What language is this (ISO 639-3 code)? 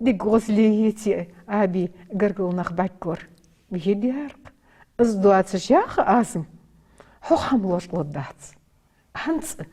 inh